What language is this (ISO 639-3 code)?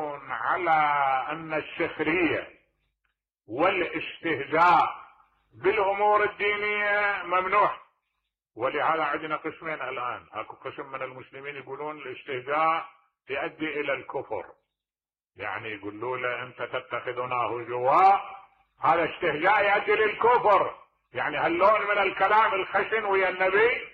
acm